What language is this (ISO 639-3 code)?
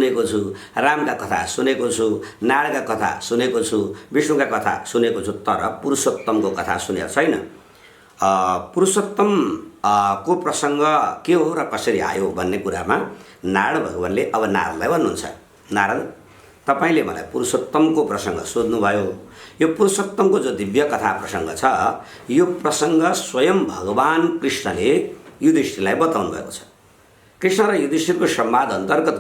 nep